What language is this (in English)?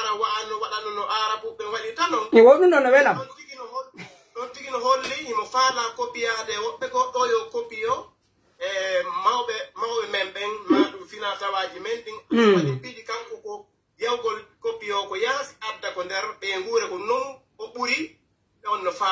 Pular